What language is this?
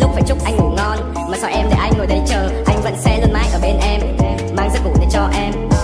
Vietnamese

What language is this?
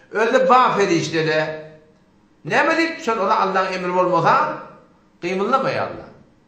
Turkmen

